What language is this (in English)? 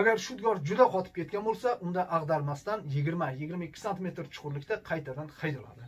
Uzbek